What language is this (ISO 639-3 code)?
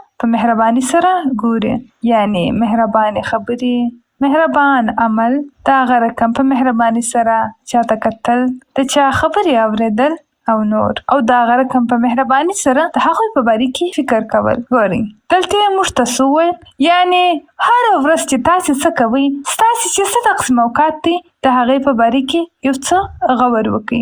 pus